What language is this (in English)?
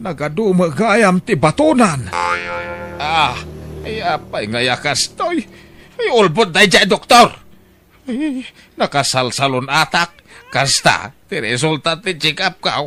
Iloko